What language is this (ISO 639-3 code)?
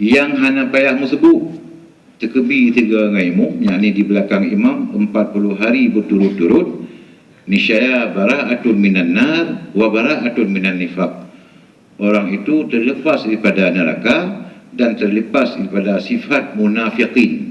ace